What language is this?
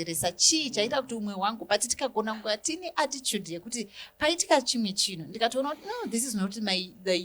Shona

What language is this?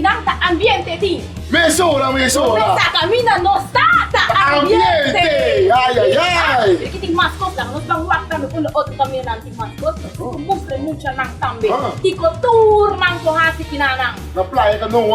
Papiamento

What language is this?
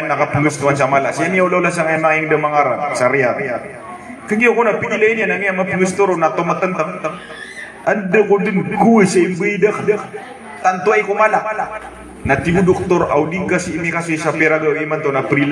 Maranao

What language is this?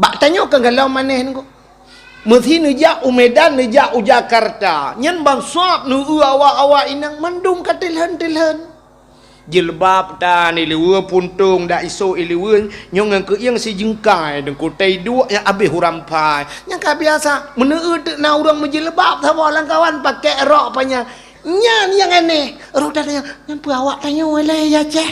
Achinese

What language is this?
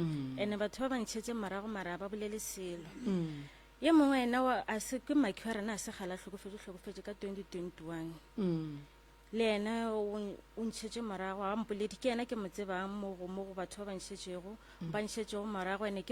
Northern Sotho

